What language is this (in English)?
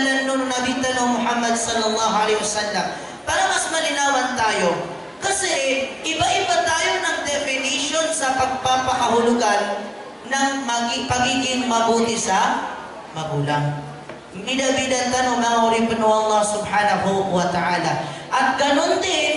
Maranao